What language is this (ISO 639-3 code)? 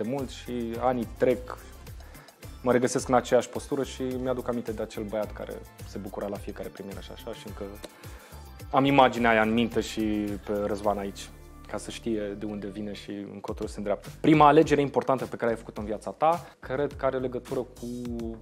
ron